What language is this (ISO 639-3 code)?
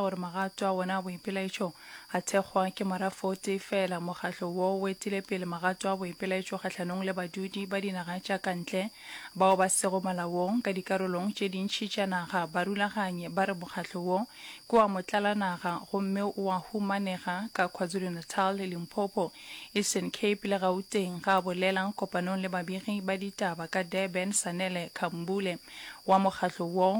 nso